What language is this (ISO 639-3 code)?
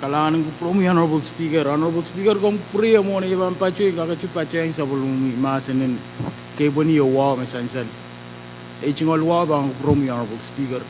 pon